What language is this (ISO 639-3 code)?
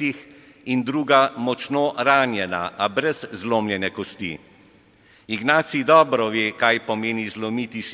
slv